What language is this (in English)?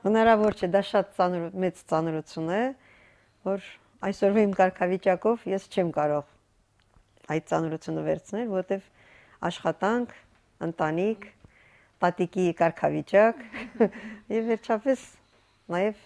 Armenian